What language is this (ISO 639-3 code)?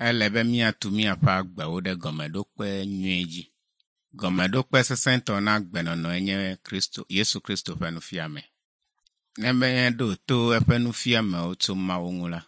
ewe